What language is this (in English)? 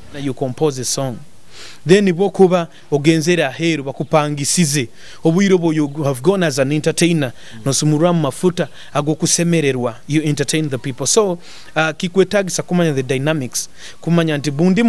Nyoro